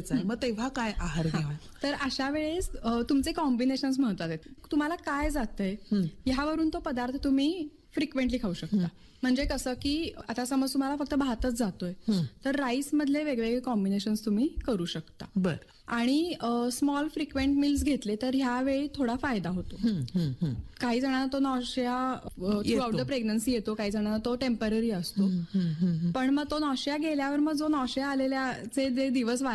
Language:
Marathi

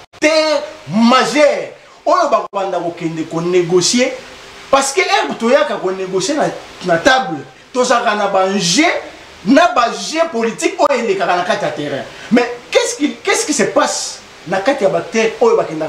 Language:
Lingala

